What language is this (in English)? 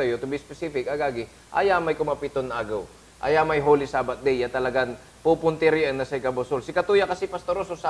Pangasinan